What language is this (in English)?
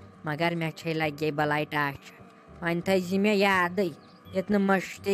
Kashmiri